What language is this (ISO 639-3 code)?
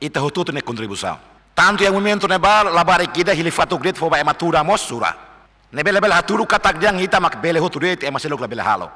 tet